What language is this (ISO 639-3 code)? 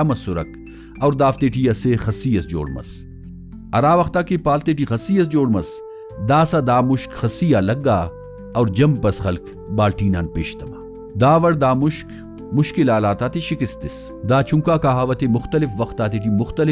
brh